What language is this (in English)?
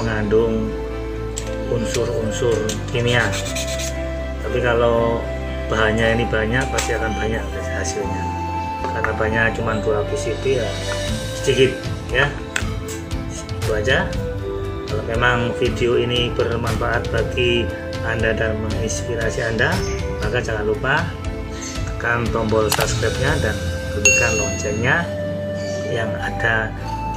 Indonesian